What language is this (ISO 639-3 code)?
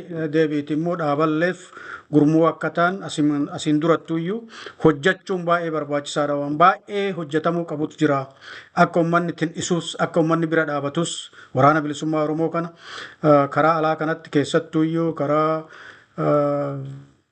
orm